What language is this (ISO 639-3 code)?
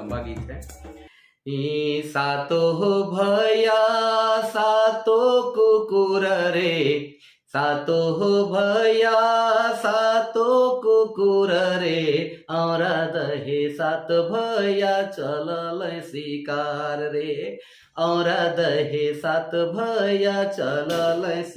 sck